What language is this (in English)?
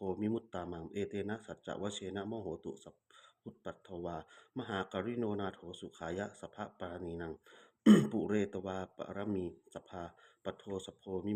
Pali